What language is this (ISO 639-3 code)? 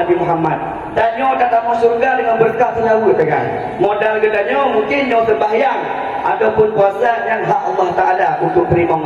ace